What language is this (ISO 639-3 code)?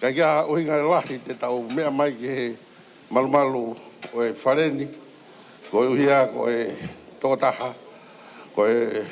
ton